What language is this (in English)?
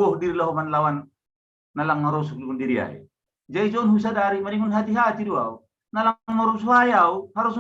Batak Simalungun